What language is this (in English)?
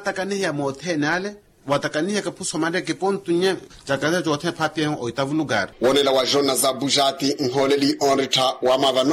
Makhuwa